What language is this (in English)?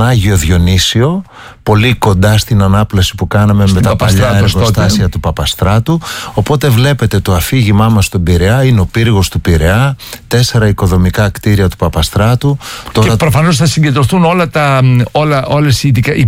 Greek